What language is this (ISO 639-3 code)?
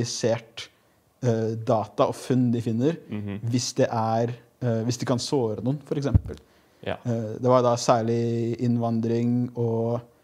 nor